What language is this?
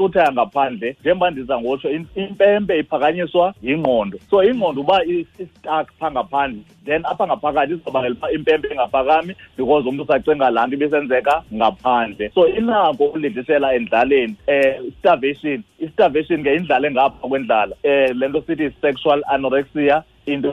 Xhosa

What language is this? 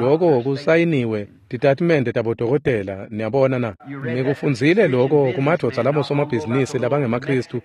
Swati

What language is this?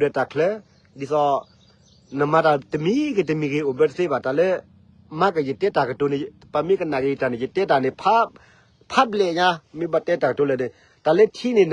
S'gaw Karen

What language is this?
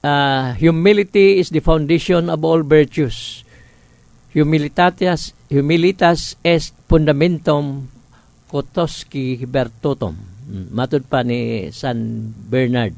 Cebuano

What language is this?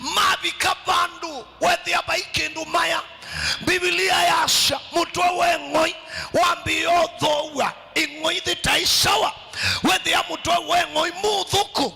Kamba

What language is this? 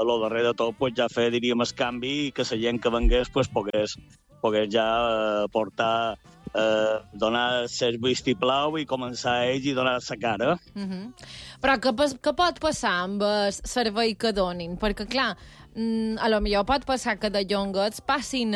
Catalan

